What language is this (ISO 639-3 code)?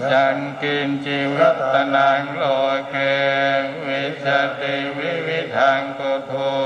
pli